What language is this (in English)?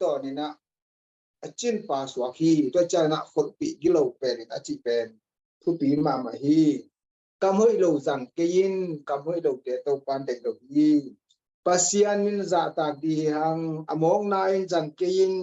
Tedim Chin